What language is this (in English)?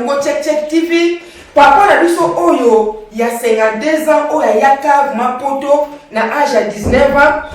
Lingala